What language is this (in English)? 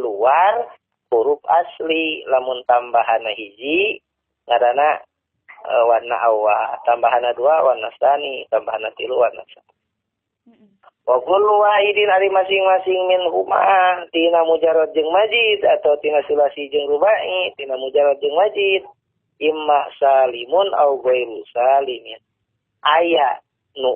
Sundanese